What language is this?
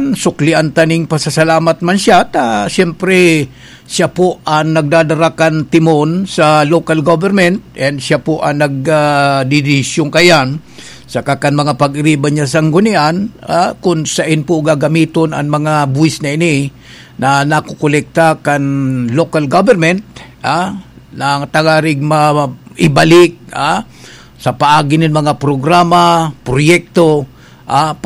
Bikol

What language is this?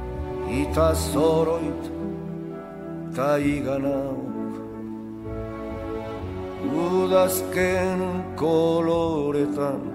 Basque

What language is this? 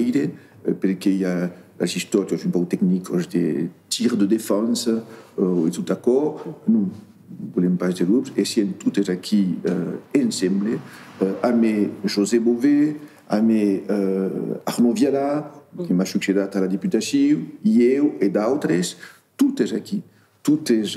Occitan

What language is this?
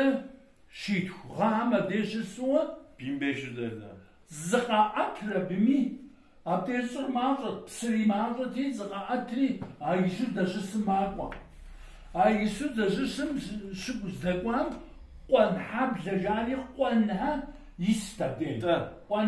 Kabardian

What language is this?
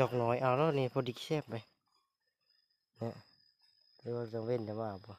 Lao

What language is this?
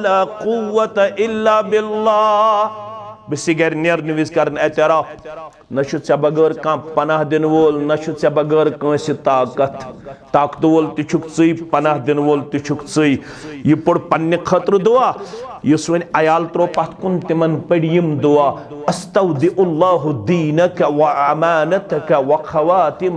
Kashmiri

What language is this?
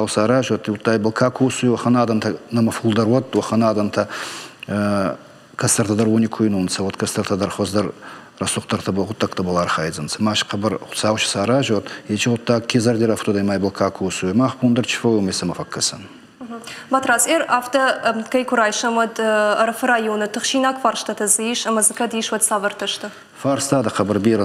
Ossetic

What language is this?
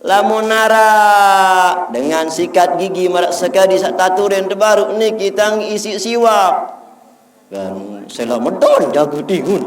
Sasak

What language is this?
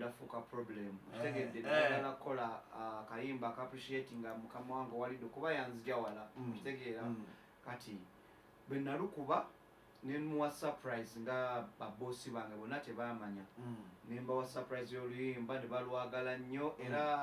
Ganda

